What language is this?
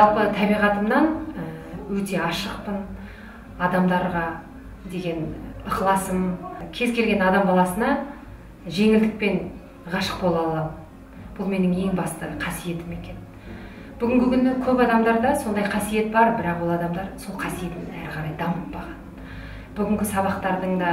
Kazakh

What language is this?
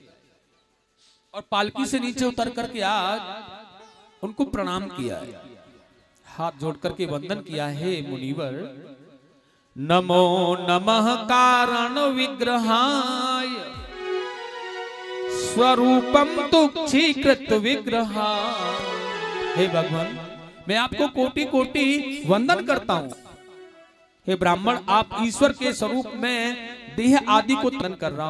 Hindi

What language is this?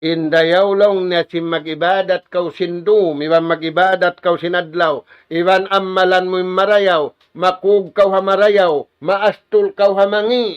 Tausug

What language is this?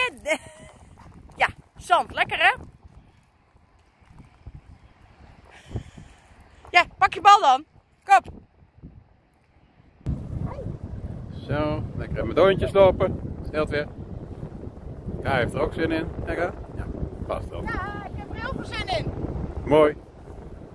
Dutch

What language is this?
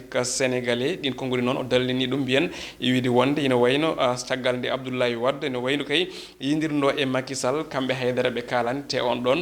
Fula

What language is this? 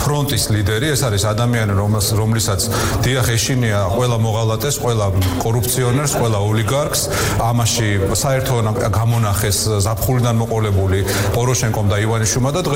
Georgian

